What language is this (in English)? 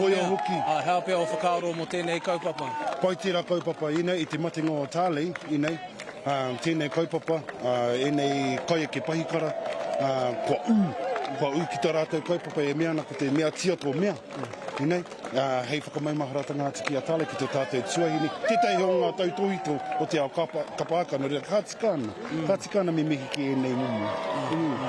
Māori